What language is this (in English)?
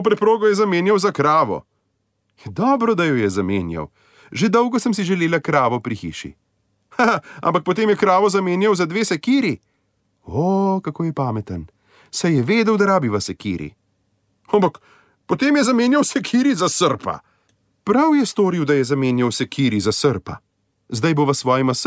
Slovenian